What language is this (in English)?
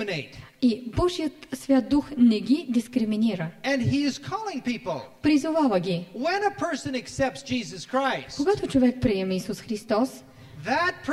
Bulgarian